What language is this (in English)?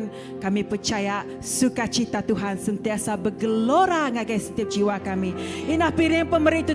Iban